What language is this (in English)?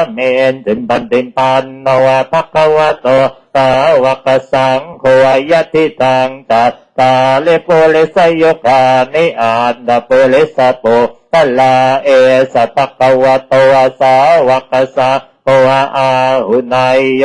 Pali